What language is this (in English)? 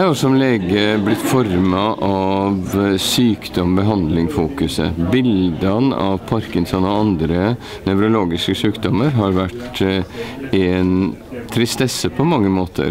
Norwegian